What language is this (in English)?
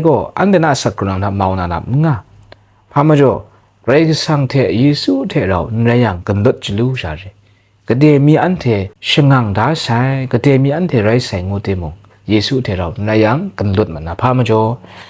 Kachin